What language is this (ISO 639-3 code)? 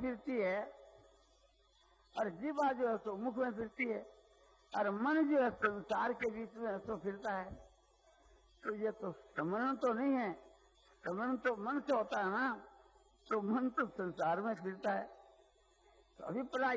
hin